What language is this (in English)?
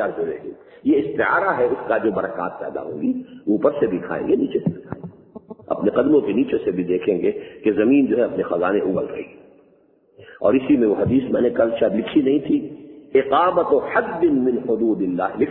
Urdu